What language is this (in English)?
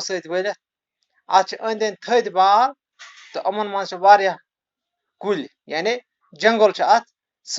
Kashmiri